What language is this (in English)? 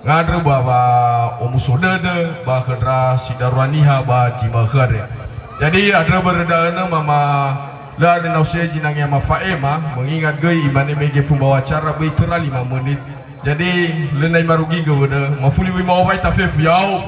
Nias